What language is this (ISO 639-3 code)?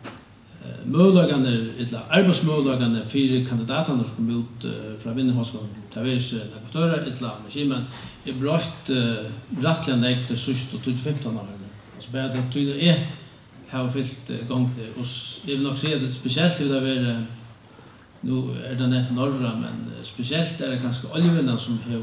fao